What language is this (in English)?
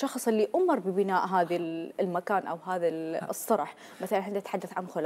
Mesopotamian Arabic